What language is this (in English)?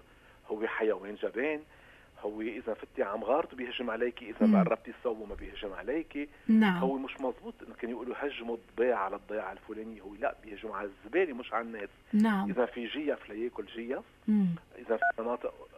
North Levantine Arabic